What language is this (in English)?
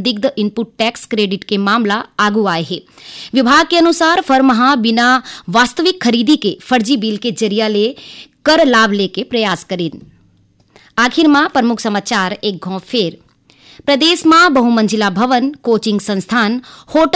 Chhattisgarhi